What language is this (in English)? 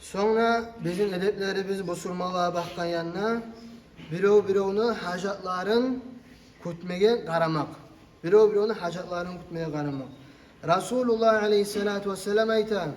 Kumyk